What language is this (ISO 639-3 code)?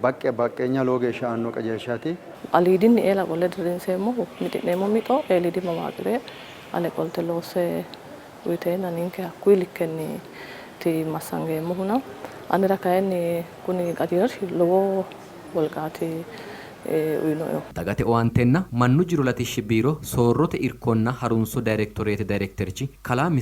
sid